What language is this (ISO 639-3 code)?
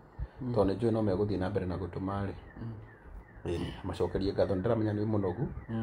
kik